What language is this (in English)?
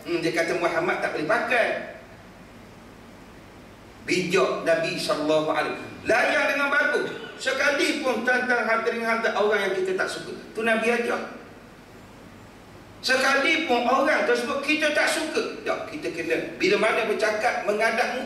Malay